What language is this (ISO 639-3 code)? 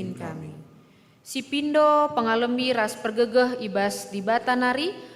btx